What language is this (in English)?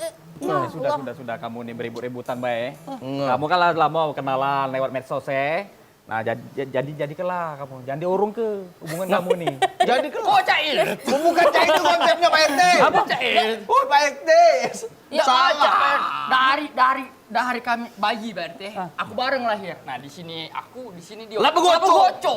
Musi